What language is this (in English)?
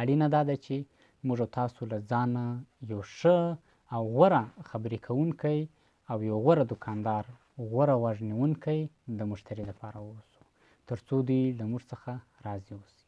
Pashto